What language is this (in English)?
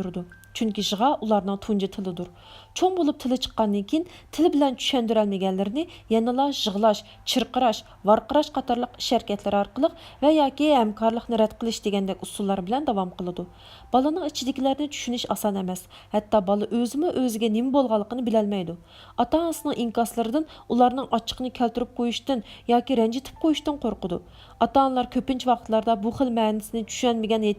Uyghur